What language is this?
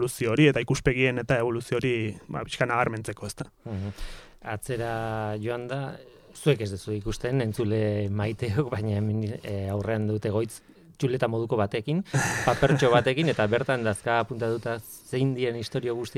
Basque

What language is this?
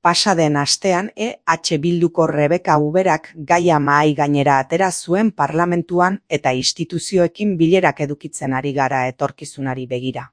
Basque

